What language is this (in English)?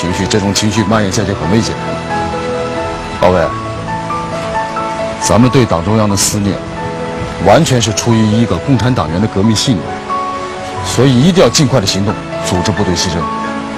Chinese